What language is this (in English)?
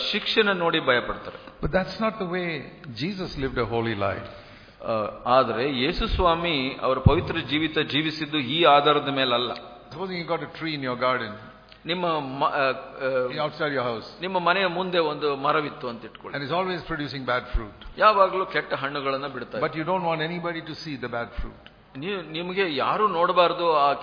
Kannada